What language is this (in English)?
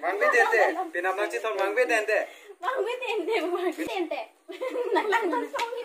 Karbi